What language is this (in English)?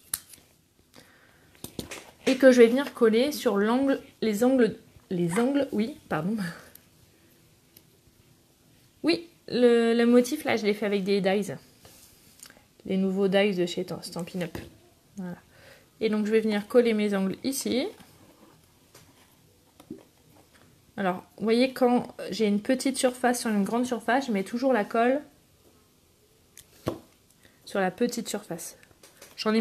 French